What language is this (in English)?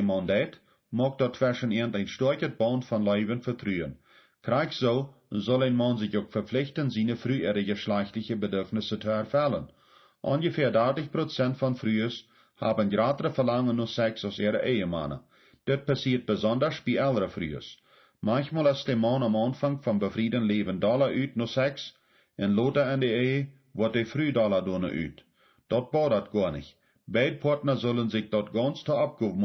Plautdietsch